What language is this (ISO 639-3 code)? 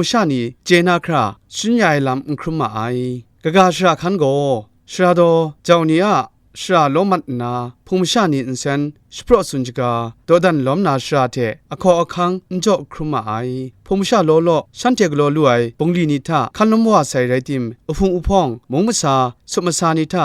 kac